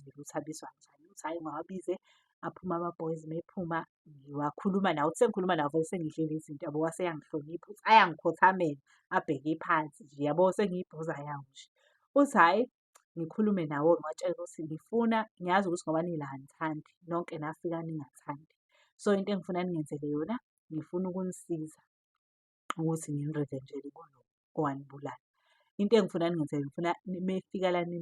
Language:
Zulu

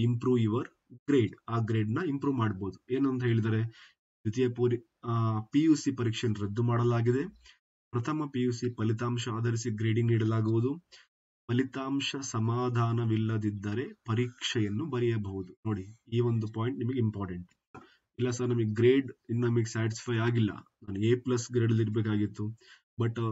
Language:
Kannada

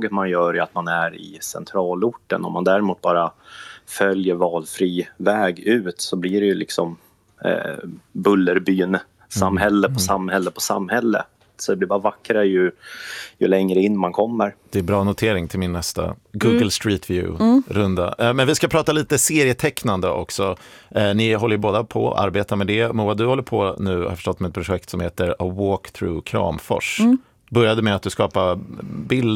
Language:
Swedish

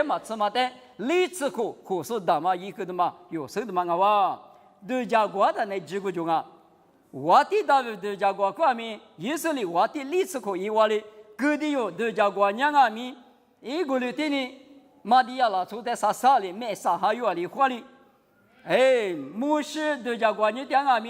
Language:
Lisu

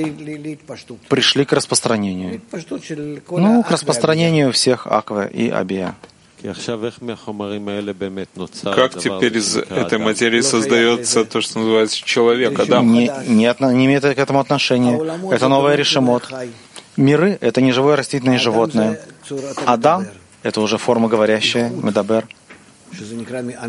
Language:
Russian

